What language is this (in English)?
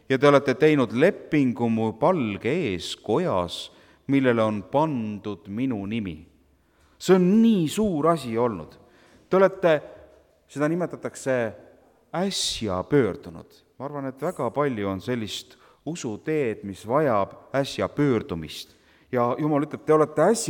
Estonian